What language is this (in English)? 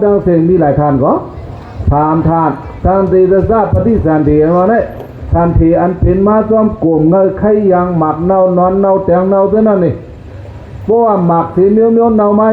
Shan